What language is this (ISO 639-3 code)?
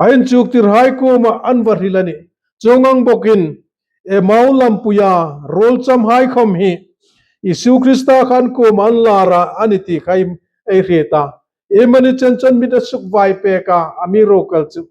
hmr